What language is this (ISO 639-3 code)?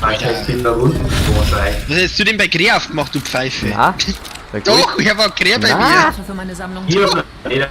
bar